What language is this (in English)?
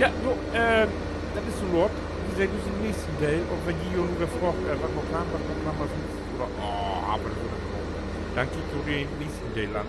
Low German